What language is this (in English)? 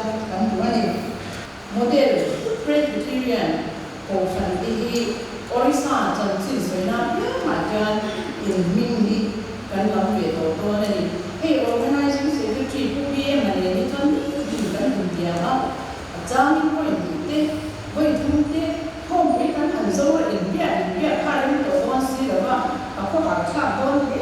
Mizo